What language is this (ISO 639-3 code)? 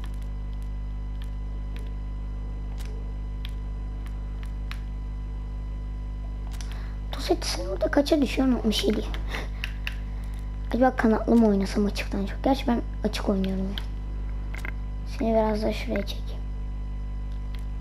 tur